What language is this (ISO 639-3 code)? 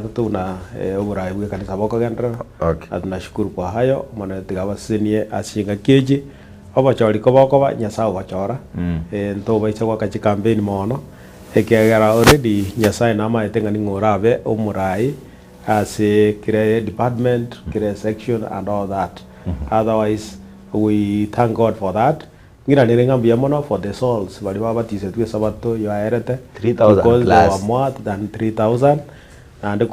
guz